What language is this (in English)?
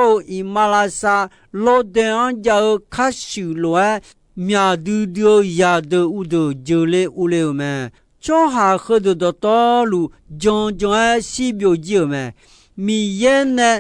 Akha